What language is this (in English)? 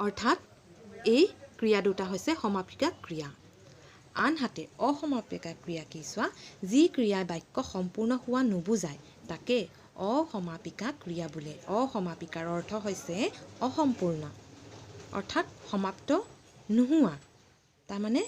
Assamese